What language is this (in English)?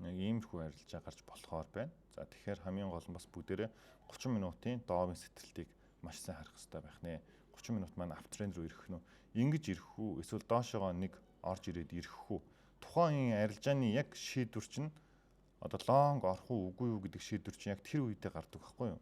Mongolian